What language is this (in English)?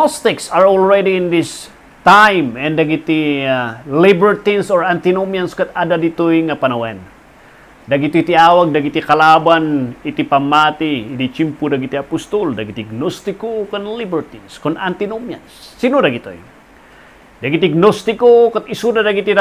Iloko